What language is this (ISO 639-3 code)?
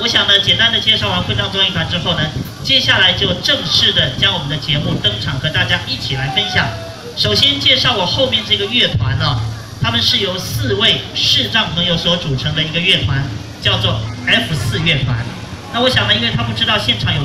zho